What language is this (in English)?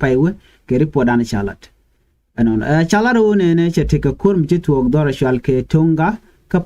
Nuer